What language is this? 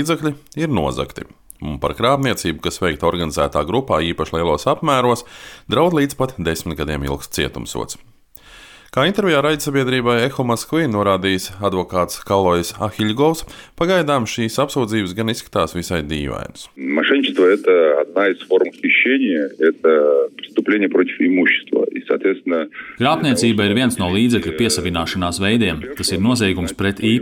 Latvian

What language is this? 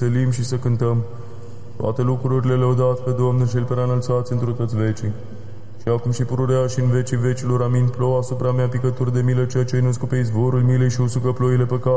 Romanian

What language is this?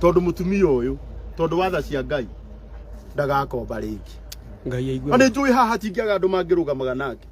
Kikuyu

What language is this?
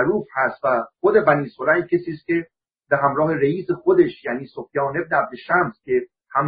Persian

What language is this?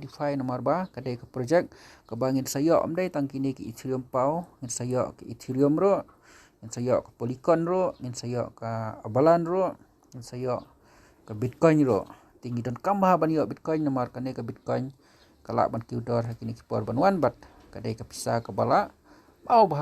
Khasi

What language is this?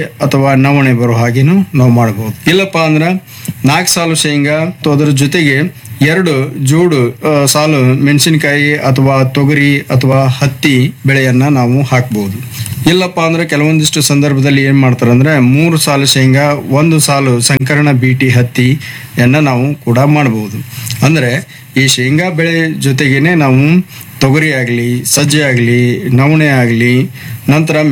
Kannada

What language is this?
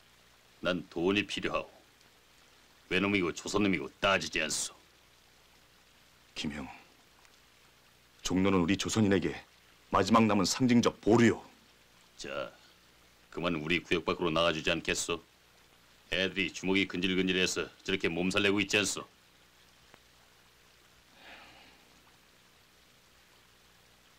Korean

